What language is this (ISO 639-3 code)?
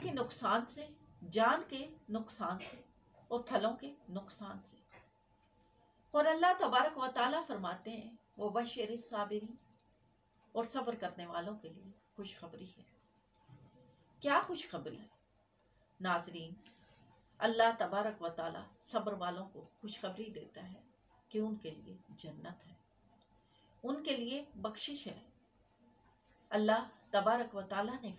urd